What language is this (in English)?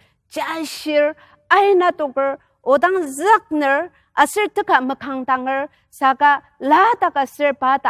Ao Naga